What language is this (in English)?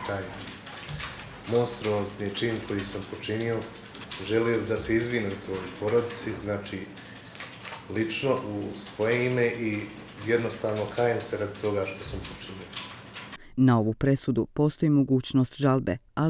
Bosnian